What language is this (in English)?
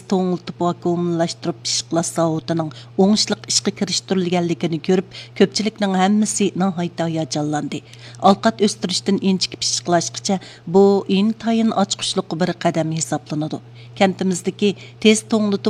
Uyghur